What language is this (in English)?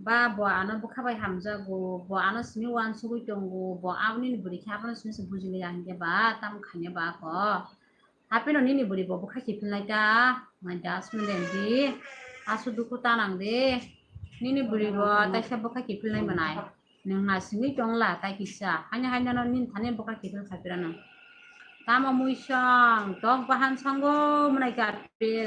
Kok Borok